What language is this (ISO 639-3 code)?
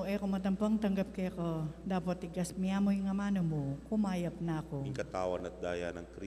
pam